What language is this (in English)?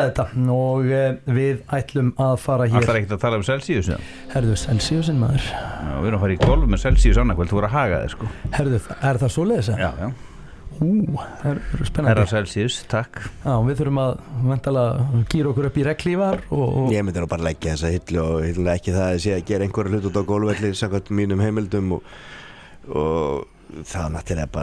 Icelandic